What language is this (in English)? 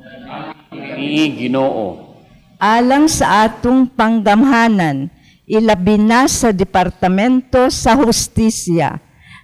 Cebuano